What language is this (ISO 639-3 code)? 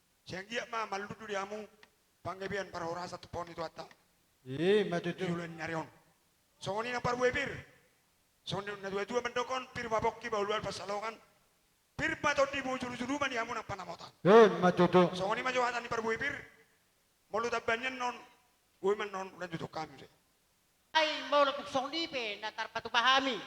bbc